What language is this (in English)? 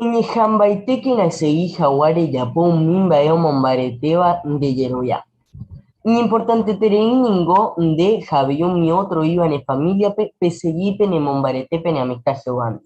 Guarani